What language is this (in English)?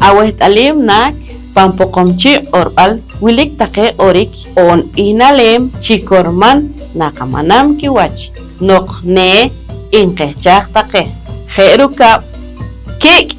Poqomchi'